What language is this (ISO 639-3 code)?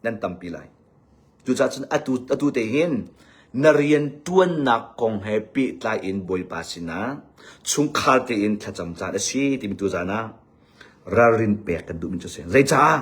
cnh